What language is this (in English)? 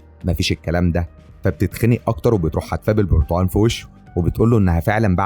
Egyptian Arabic